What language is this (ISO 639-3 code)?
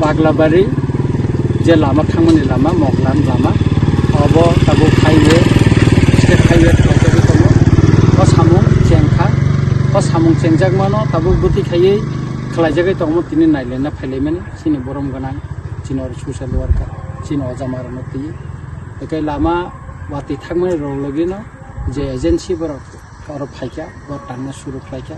trp